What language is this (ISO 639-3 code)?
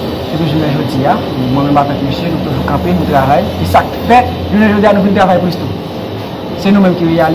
hat